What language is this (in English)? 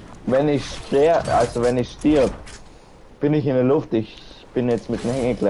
Bavarian